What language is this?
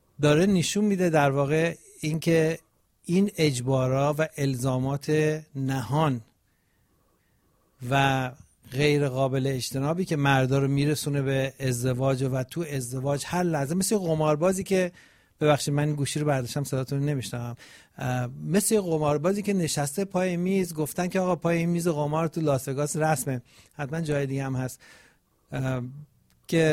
Persian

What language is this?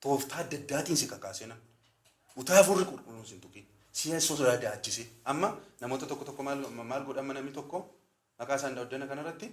Oromo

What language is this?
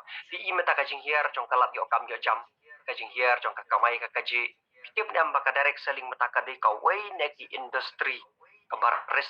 Khasi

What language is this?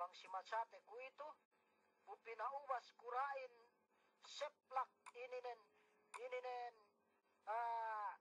Yakan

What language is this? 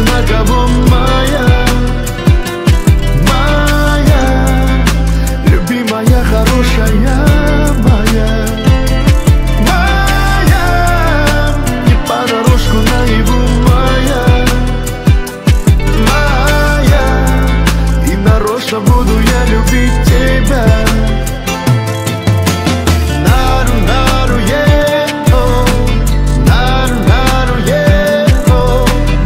Russian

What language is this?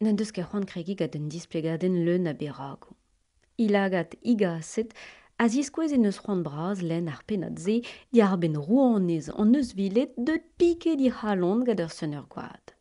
Breton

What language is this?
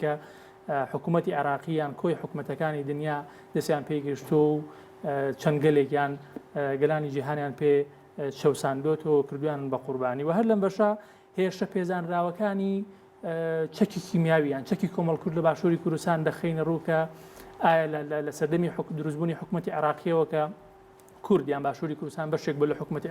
Central Kurdish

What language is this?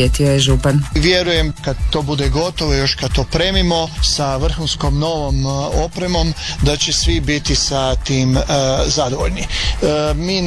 Croatian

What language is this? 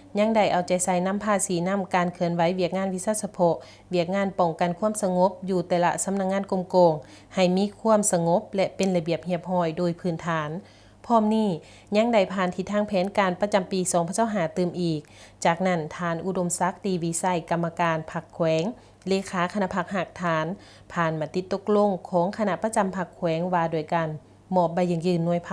Lao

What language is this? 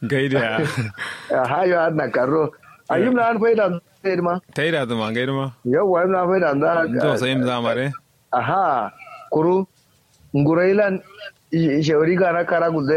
Kanuri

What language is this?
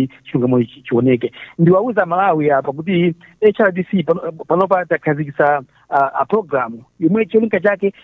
Nyanja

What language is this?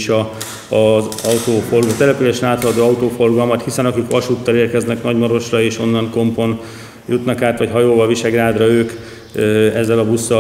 Hungarian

